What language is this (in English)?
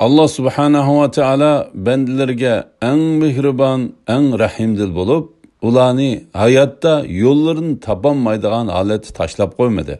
Uyghur